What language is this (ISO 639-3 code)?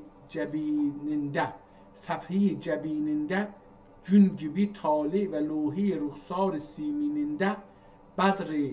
azb